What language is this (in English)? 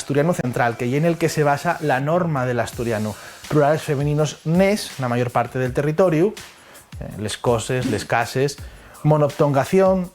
Asturian